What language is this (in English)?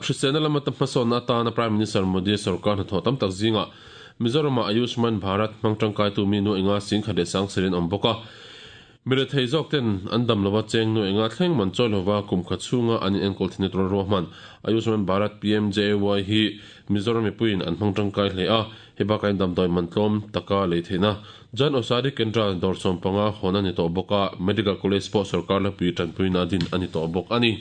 Mizo